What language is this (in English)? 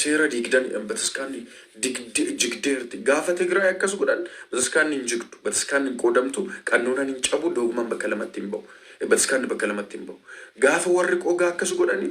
Oromo